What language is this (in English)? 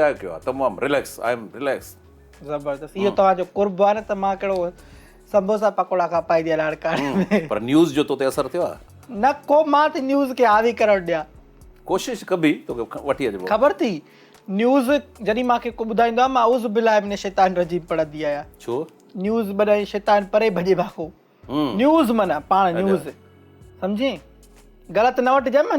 Sindhi